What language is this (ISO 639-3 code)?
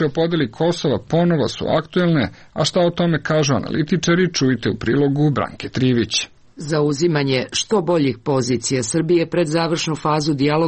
srp